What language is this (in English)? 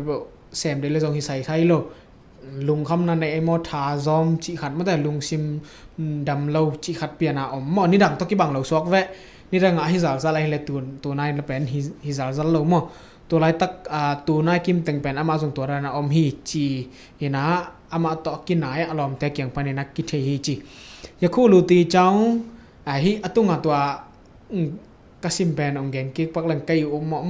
Tedim Chin